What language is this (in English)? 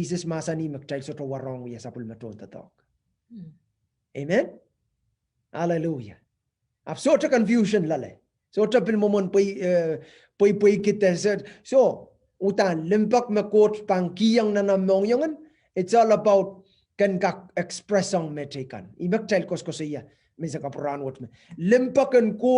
Pohnpeian